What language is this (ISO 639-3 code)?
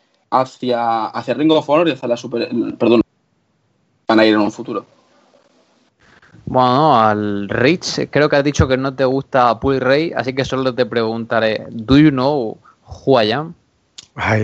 spa